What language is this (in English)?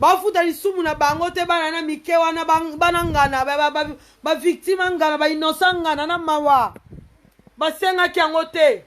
Lingala